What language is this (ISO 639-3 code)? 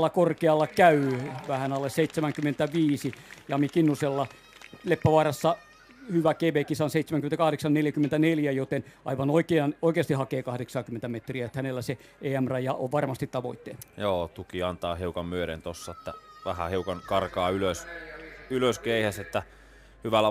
fin